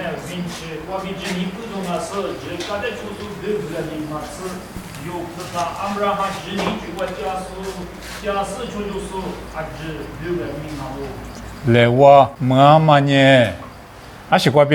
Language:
Lisu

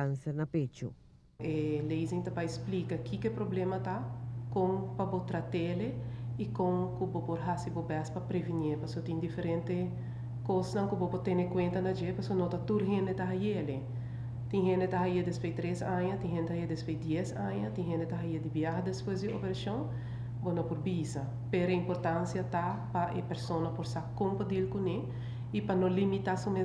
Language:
Papiamento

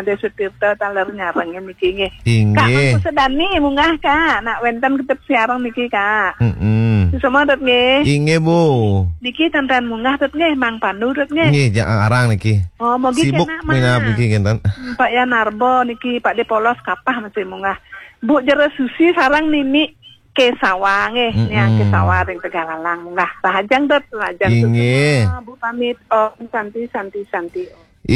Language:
Balinese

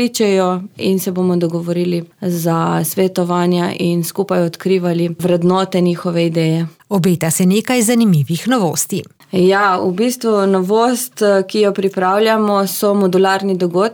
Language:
Slovenian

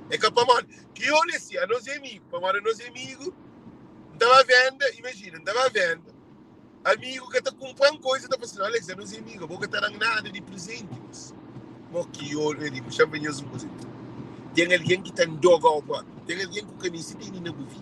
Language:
Kabuverdianu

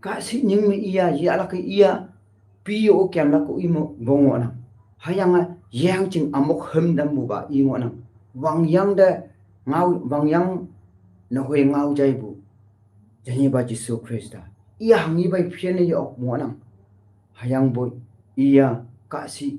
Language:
Konyak Naga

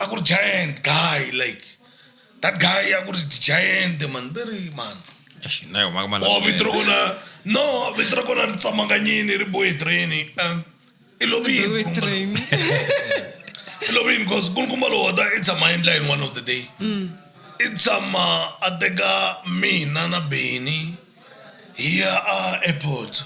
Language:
Tsonga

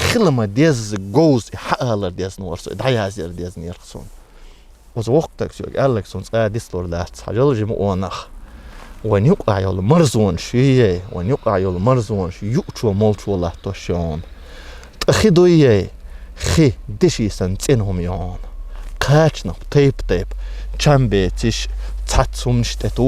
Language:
Chechen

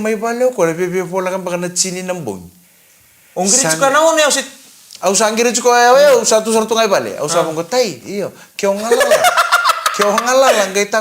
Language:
Fijian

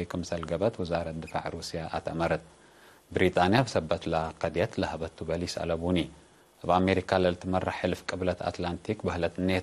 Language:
Tigre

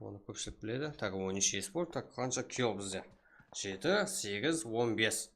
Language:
Kara-Kalpak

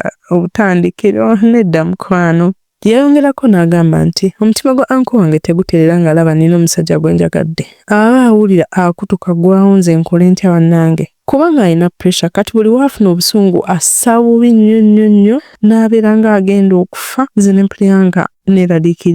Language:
Ganda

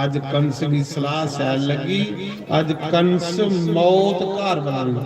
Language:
Dogri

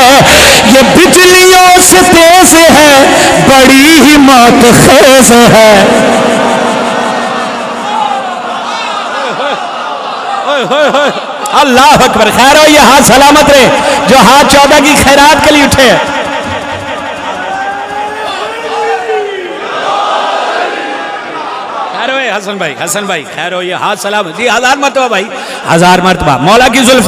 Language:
Urdu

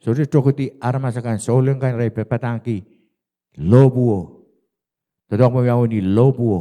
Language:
Pohnpeian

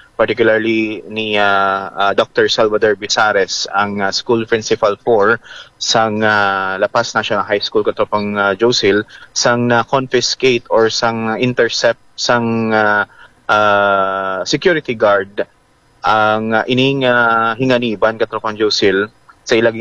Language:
Hiligaynon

